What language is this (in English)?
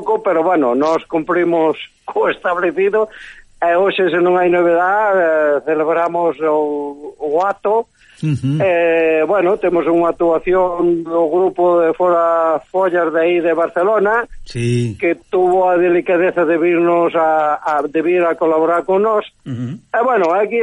Galician